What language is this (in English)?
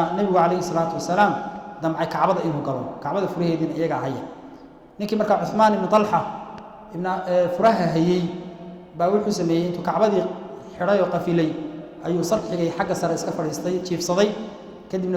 Somali